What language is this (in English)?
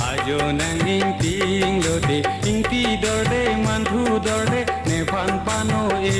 Karbi